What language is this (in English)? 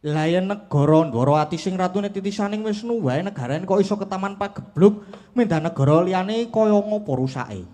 Javanese